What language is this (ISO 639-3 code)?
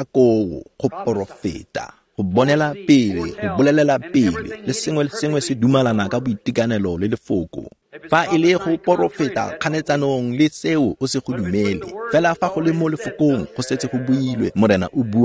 tsn